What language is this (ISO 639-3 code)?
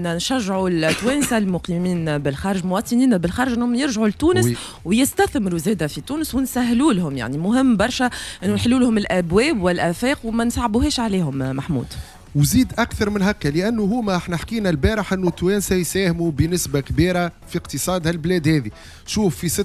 aeb